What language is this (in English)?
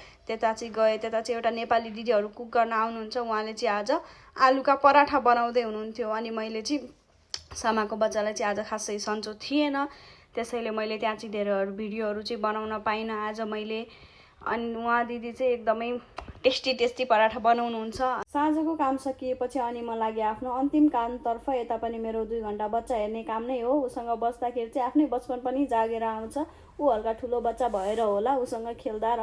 Nepali